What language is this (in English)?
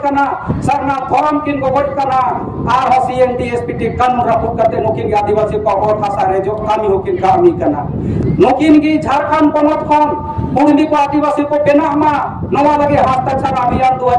Santali